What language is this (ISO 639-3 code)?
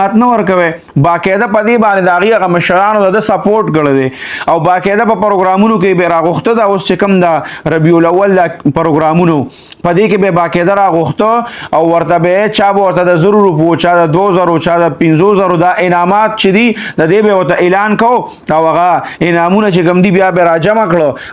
pus